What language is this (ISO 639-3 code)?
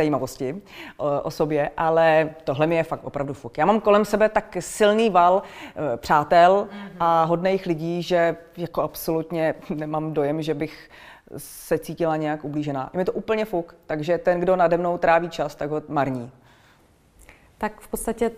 ces